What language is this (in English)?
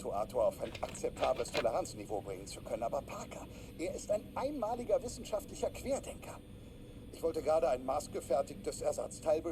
Bavarian